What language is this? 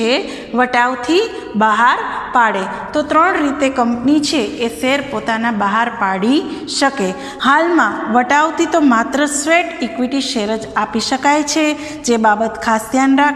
Gujarati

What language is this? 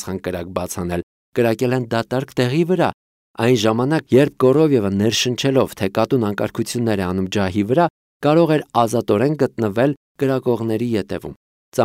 Armenian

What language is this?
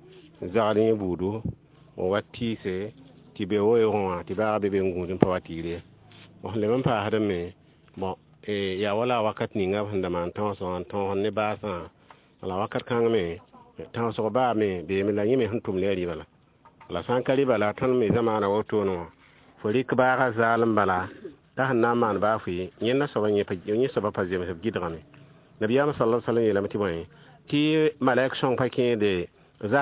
Mossi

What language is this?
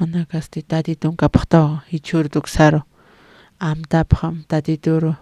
Aymara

